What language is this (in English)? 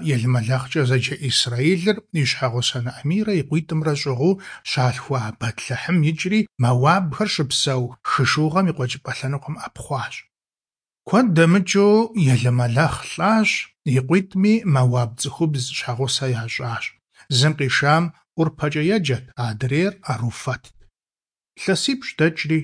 Kabardian